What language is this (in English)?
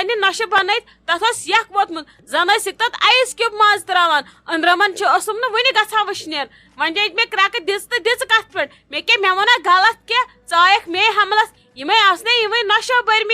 Kashmiri